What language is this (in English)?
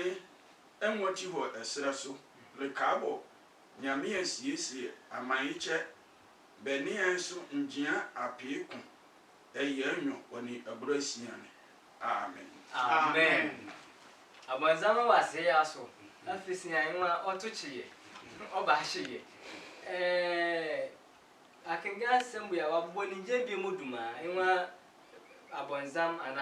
Sehwi